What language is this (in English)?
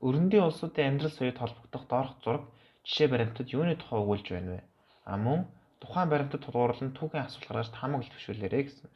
Mongolian